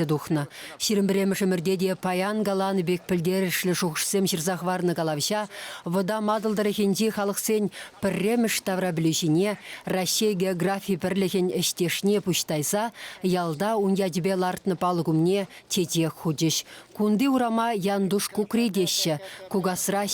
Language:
Chuvash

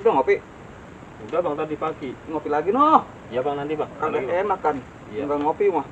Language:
Betawi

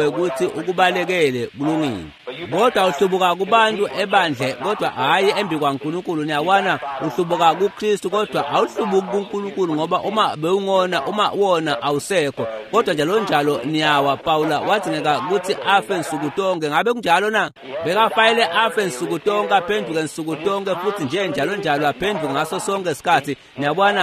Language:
Swati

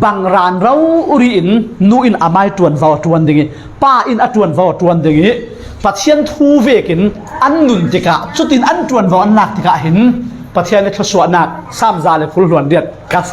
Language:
Falam Chin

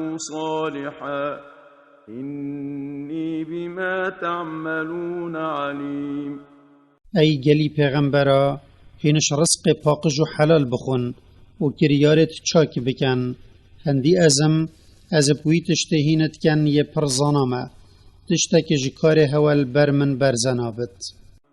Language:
Kurdish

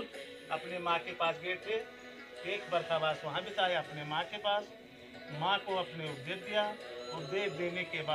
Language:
Stod Bhoti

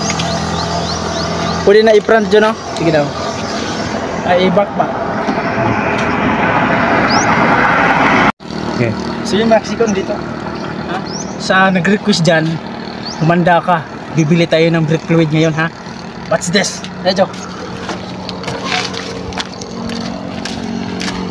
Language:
Filipino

